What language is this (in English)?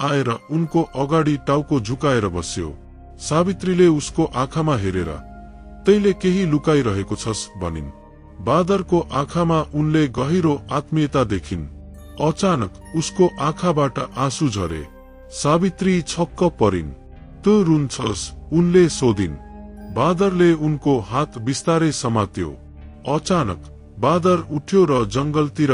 Nepali